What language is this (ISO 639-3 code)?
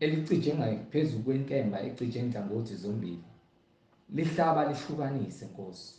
zul